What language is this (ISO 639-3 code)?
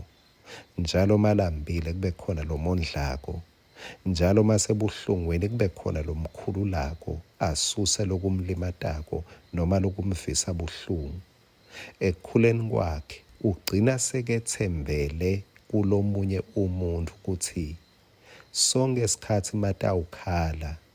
ssw